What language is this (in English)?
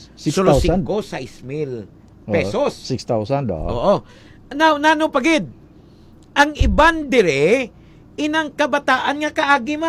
Hiligaynon